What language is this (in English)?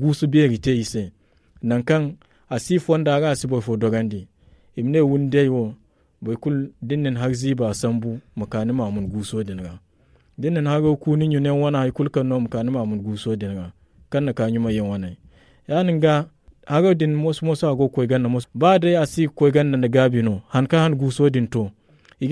Zarma